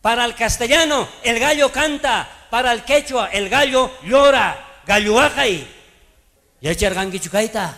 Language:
South Bolivian Quechua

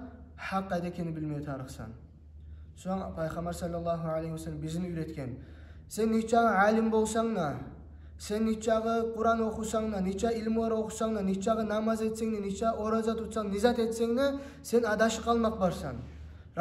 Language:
Kumyk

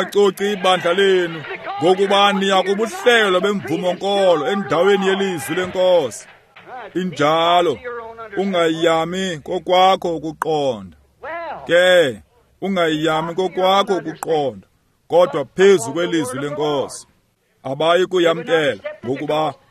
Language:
Xhosa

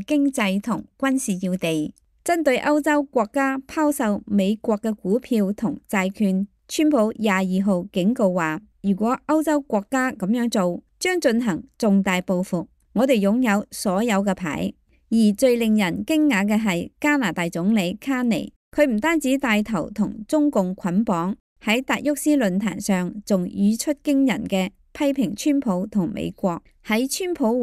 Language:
Cantonese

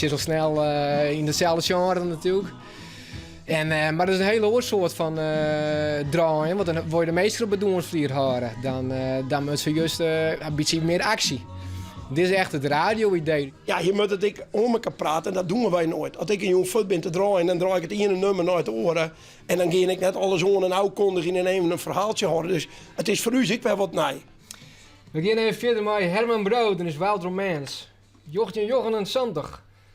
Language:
Western Frisian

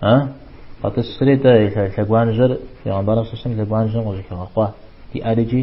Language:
Kabardian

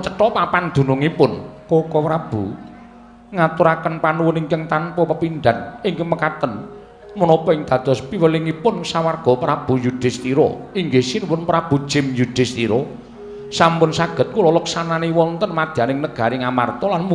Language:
Javanese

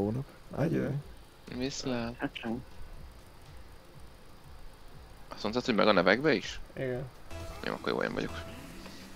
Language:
Hungarian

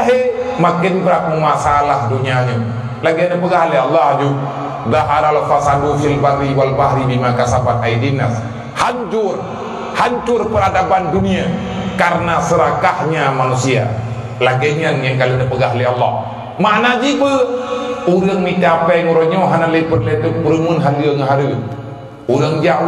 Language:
Achinese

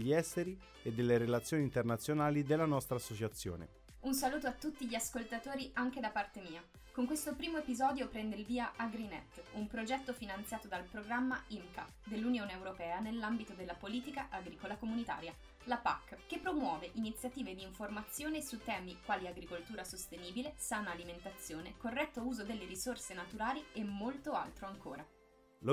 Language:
Italian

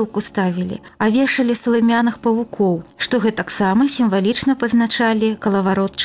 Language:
Belarusian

